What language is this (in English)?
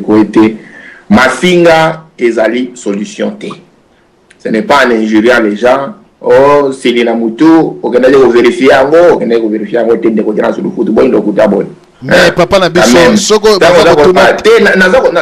Lingala